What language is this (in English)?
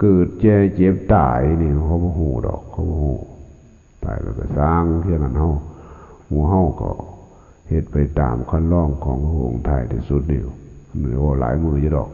Lao